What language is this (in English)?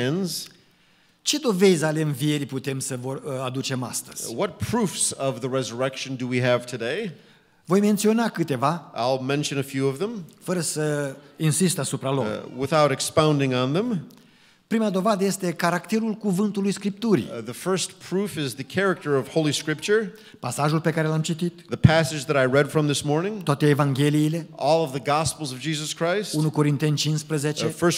Romanian